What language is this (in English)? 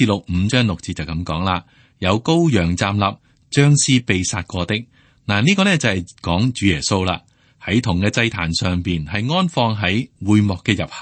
Cantonese